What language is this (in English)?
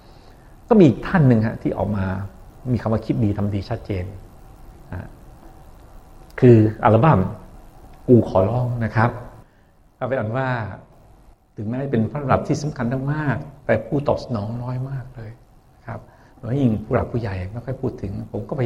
Thai